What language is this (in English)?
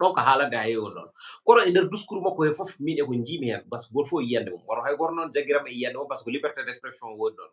Fula